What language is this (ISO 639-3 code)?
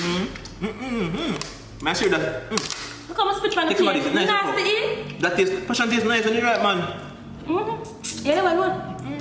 jam